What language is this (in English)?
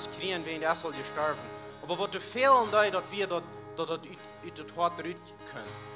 Plautdietsch